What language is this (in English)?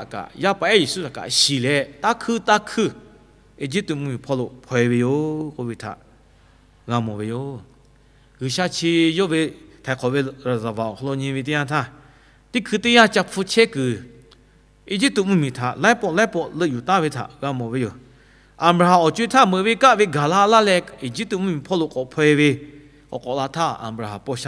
Lahu